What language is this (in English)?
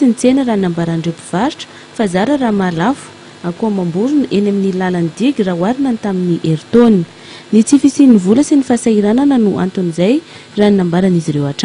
Malagasy